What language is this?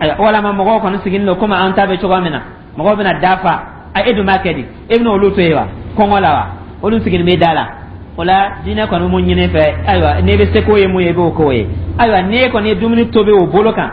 Dyula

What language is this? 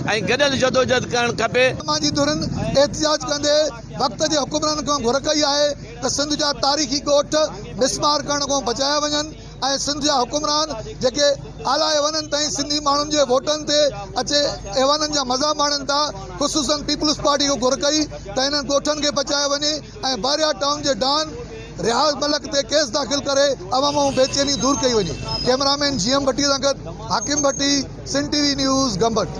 Sindhi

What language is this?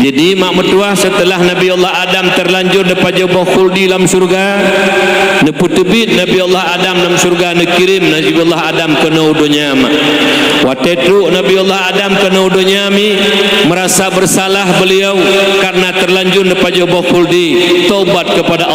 Achinese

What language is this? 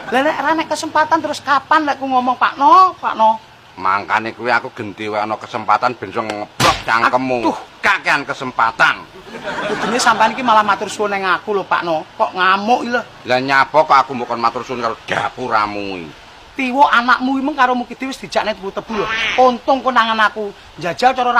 Javanese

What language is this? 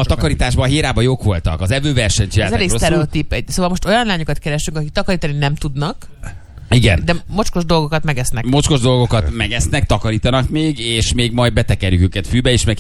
Hungarian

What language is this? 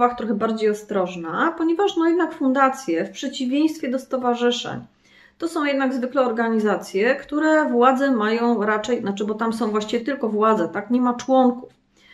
Polish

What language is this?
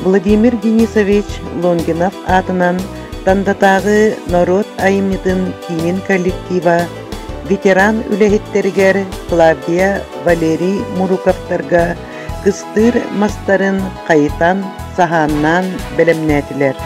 Yakut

